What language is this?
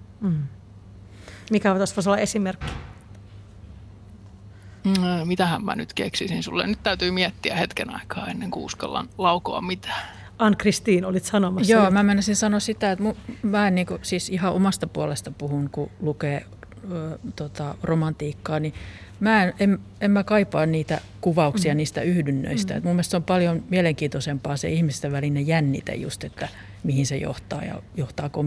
Finnish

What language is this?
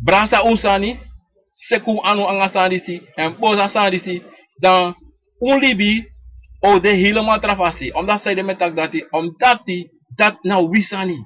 Sranan Tongo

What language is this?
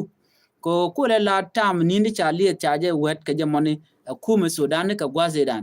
Nuer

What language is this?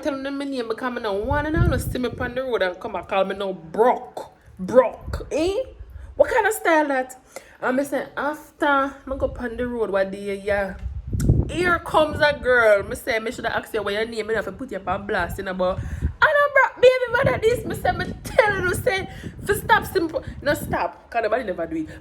Jamaican Creole English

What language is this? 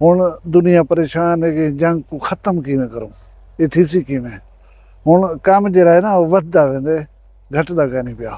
Saraiki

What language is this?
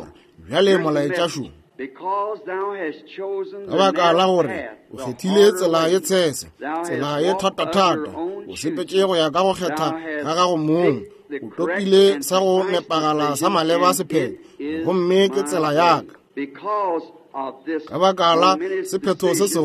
Northern Sotho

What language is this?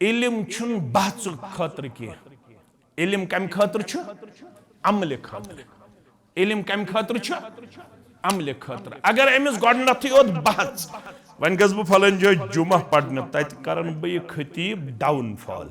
Kashmiri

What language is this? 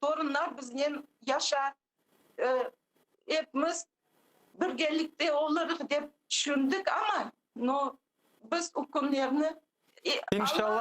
Crimean Tatar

